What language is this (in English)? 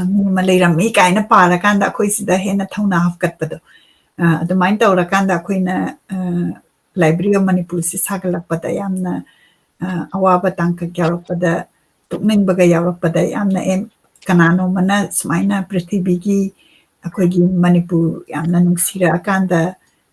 Manipuri